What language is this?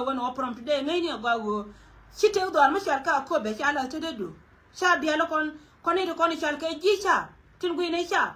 Nuer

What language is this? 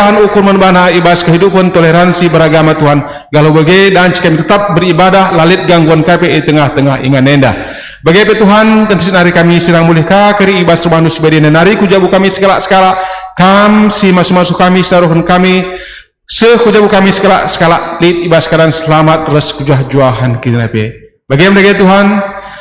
Batak Karo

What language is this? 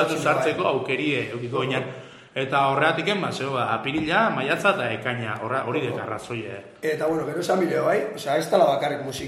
Basque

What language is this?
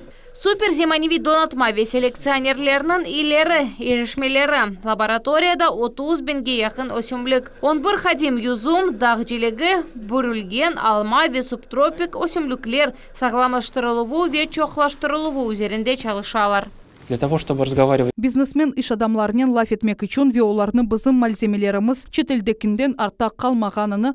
Crimean Tatar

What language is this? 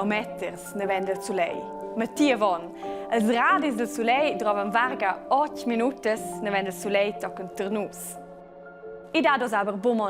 Romansh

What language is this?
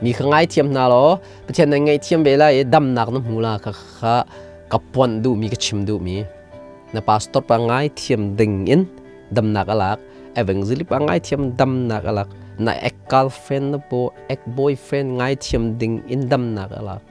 Hakha Chin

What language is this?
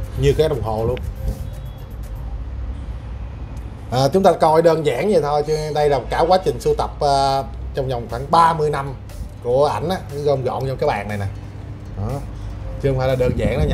Vietnamese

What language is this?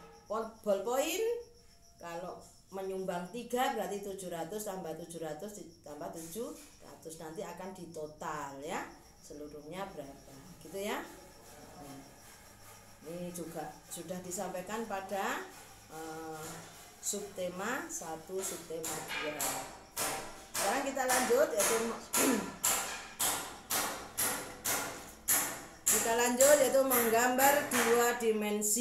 Indonesian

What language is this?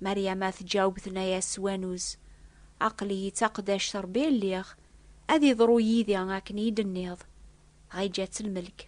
Kabyle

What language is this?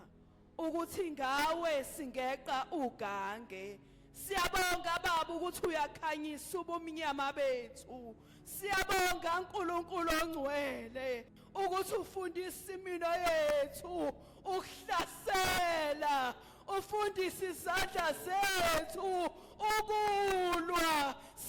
Zulu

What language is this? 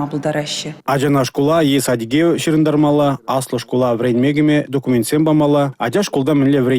Chuvash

